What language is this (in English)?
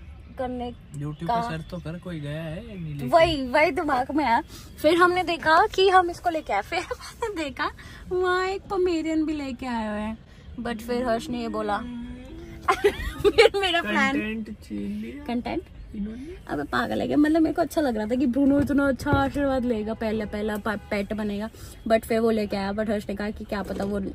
Hindi